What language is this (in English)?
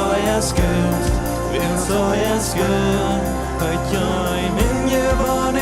Plautdietsch